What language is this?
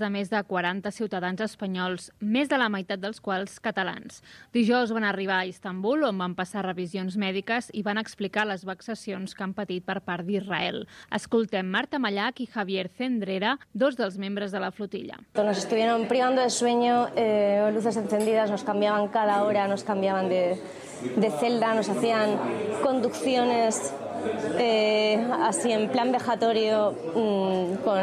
Catalan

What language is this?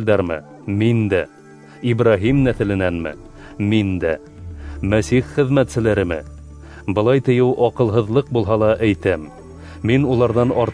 Bashkir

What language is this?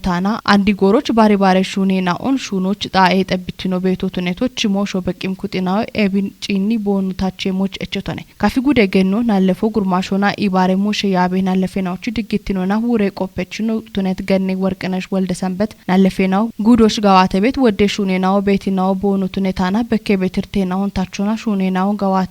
Kafa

